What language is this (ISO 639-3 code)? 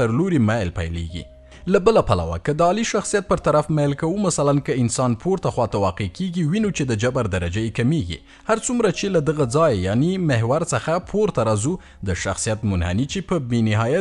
pus